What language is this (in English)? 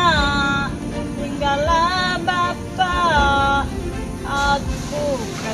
Musi